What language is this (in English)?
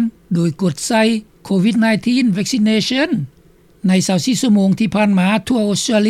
Lao